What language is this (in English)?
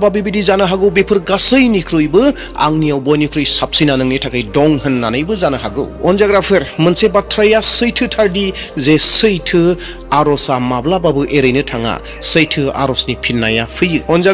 Bodo